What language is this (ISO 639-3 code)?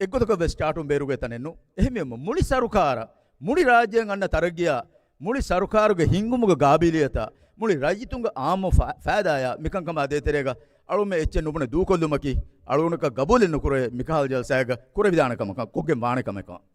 div